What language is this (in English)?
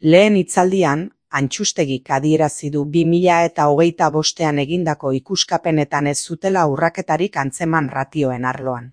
Basque